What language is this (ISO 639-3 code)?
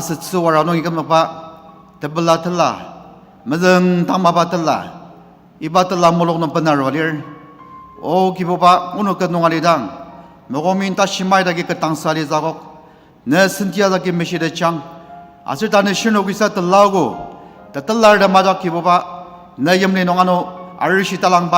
njo